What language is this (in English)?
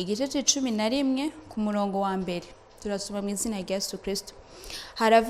Rundi